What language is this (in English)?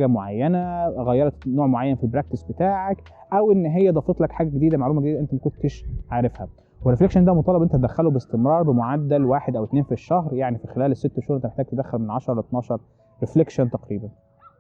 Egyptian Arabic